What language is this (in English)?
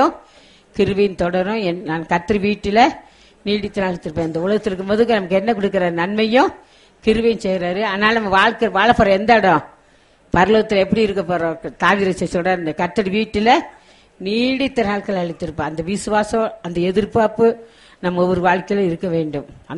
Tamil